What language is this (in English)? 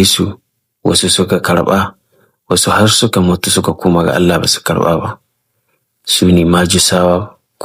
Hausa